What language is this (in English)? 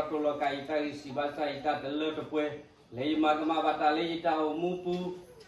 S'gaw Karen